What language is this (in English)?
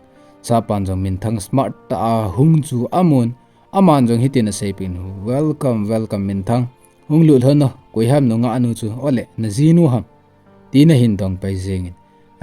Thado Chin